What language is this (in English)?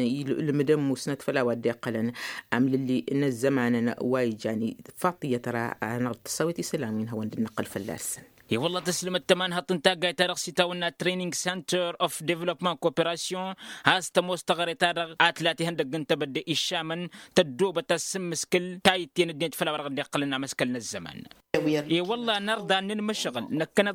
Tamasheq